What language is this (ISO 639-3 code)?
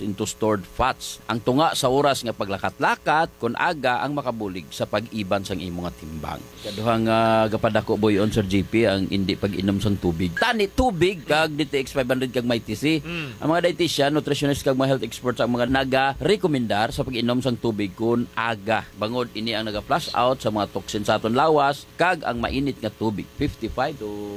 hil